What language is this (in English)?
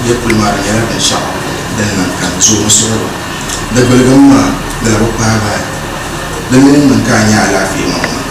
Dagbani